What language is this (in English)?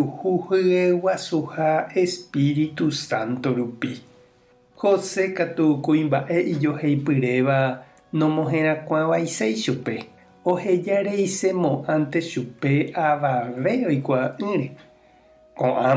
Guarani